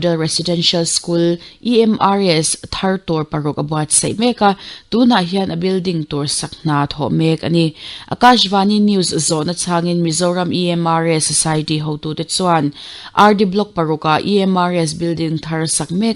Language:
Mizo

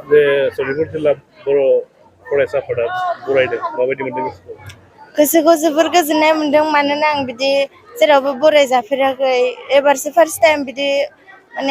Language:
Bodo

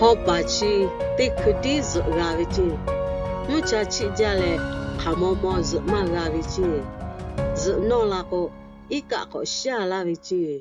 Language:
Lahu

